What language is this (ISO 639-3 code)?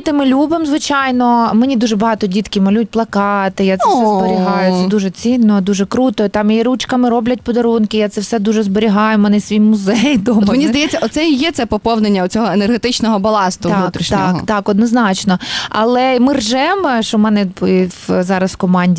ukr